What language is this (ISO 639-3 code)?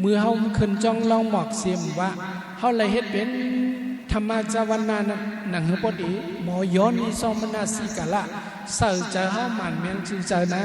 shn